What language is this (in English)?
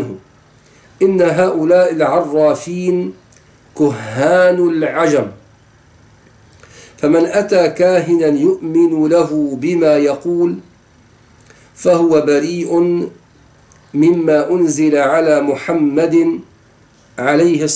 Arabic